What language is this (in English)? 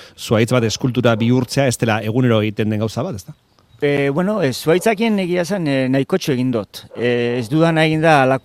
Basque